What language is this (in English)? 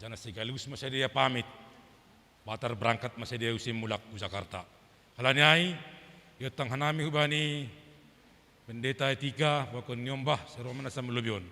Batak Simalungun